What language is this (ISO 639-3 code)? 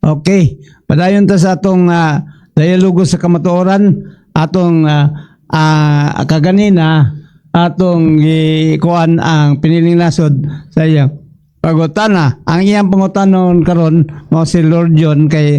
ceb